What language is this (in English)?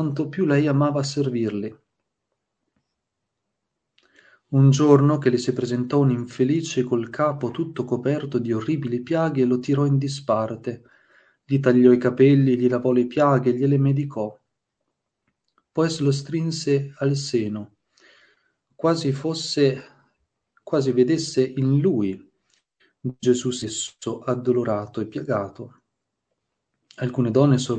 Italian